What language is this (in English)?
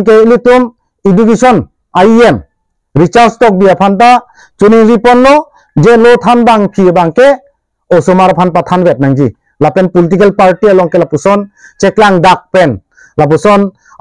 Karbi